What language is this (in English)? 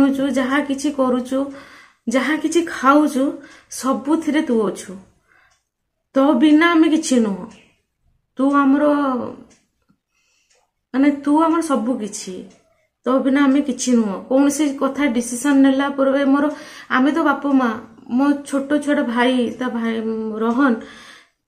Odia